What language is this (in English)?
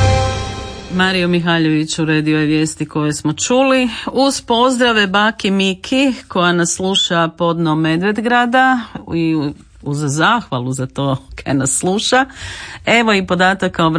Croatian